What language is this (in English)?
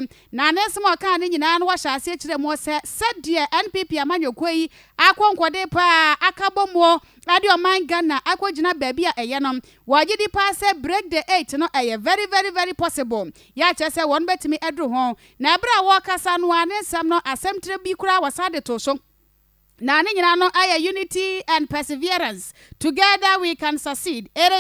Akan